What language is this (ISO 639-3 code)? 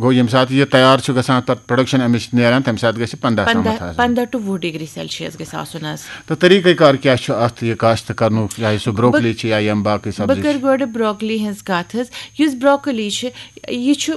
kas